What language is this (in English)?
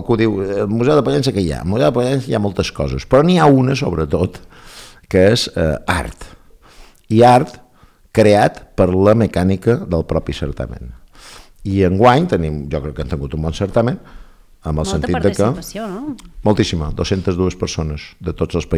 Catalan